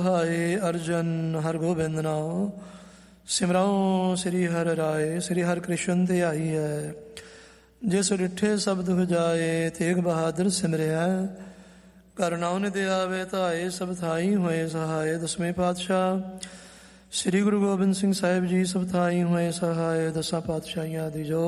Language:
Punjabi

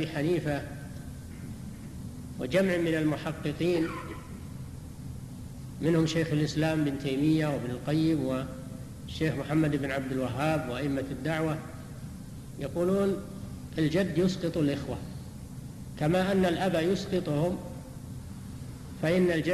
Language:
Arabic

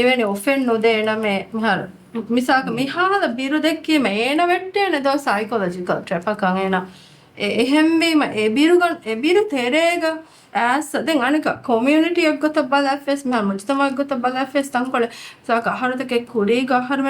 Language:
Divehi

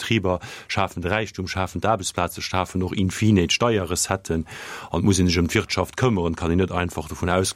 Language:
Luxembourgish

